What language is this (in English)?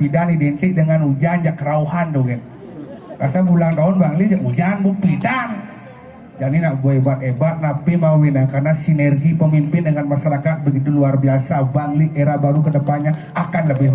Balinese